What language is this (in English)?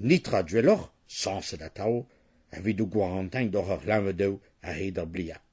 Breton